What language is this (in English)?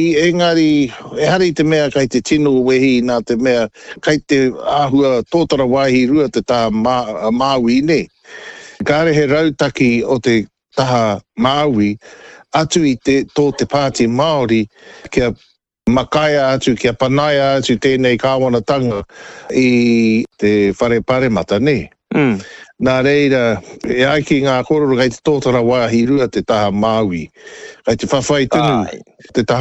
Māori